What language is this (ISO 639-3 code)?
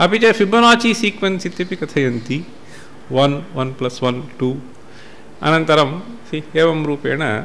san